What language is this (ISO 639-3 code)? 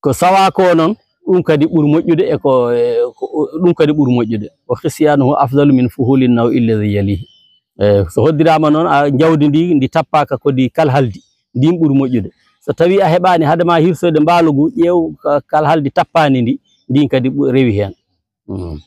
ful